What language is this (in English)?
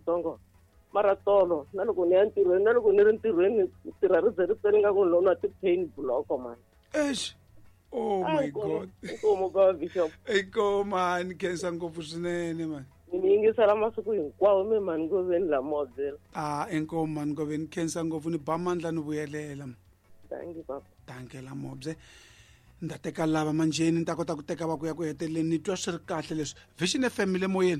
Tsonga